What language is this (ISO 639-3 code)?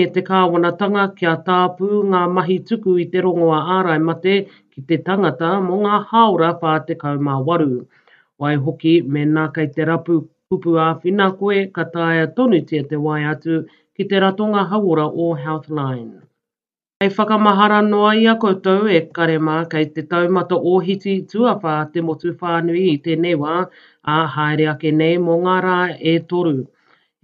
mri